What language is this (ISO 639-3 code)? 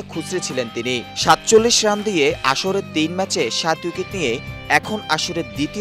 ben